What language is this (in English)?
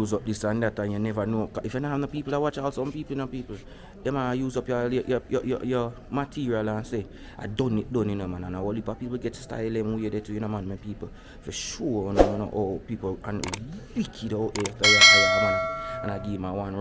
Jamaican Creole English